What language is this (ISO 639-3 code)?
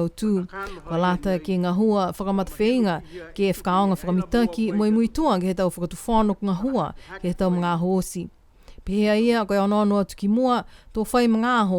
niu